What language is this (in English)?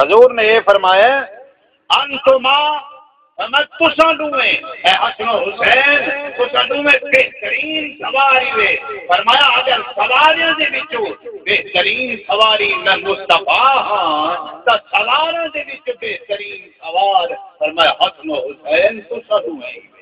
Saraiki